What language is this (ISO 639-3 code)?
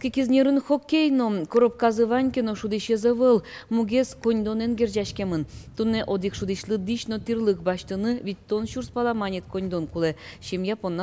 udm